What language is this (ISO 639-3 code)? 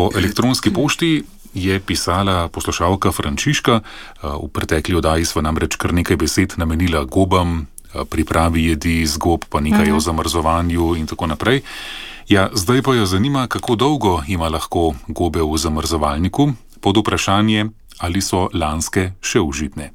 slv